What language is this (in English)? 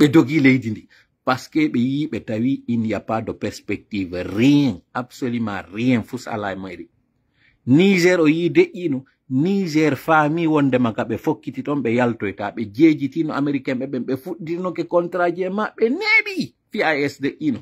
Pular